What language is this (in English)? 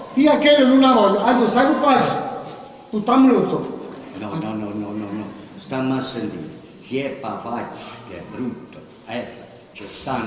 Neapolitan